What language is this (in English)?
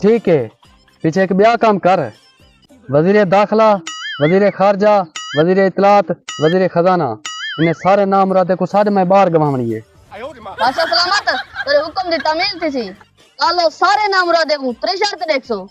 Saraiki